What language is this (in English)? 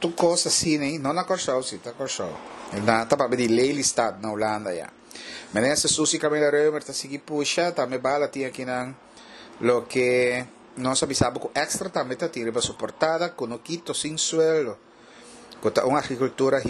Papiamento